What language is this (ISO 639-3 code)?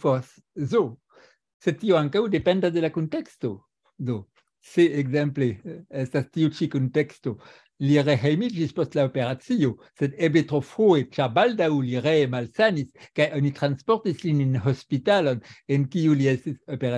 epo